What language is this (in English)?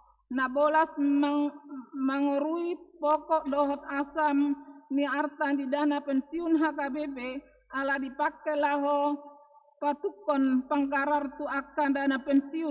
Batak Toba